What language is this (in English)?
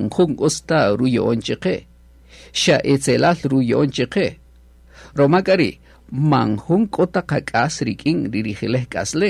Kaqchikel